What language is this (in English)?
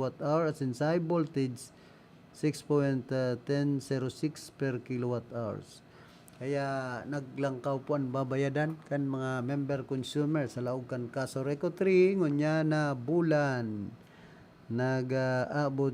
Bikol